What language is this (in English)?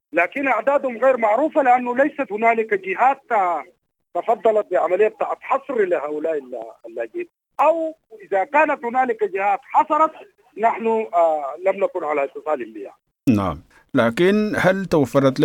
Sudanese Arabic